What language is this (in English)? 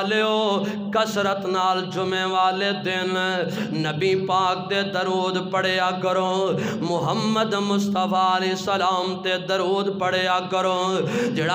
Western Panjabi